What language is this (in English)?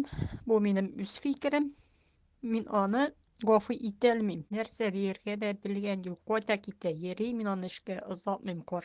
Tatar